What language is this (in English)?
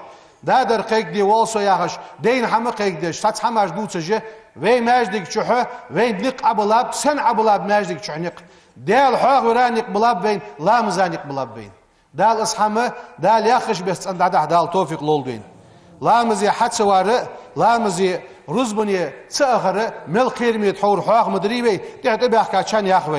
Ingush